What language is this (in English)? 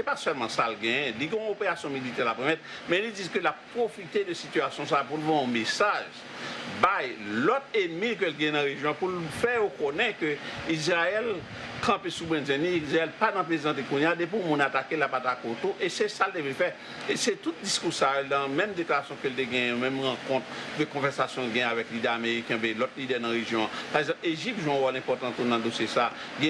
Haitian Creole